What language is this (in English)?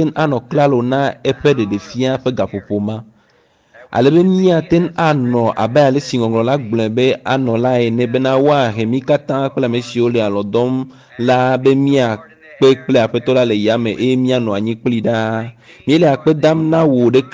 Ewe